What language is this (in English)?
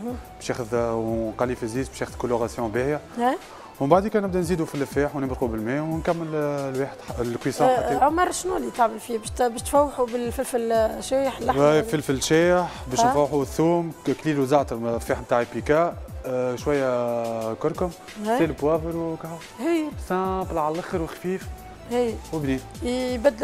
Tunisian Arabic